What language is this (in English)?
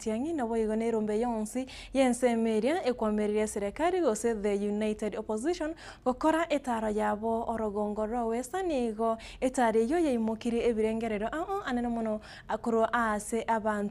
Gusii